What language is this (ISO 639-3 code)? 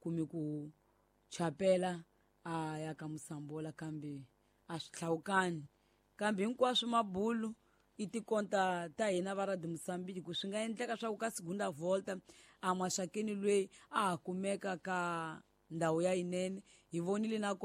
tso